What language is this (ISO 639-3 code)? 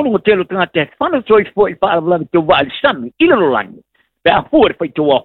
smo